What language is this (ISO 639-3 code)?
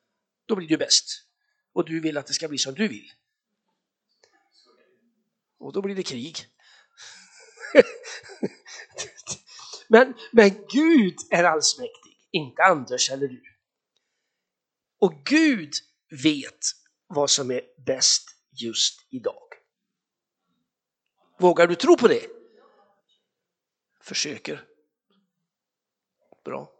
swe